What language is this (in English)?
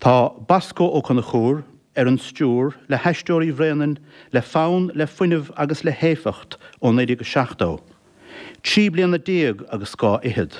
Irish